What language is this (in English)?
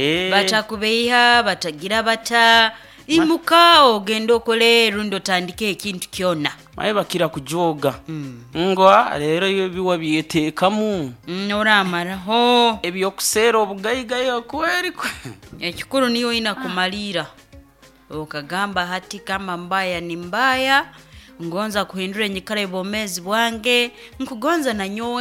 Nyoro